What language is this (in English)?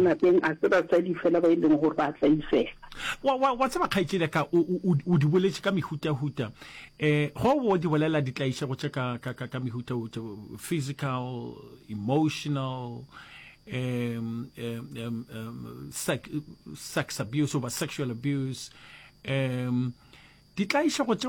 Northern Sotho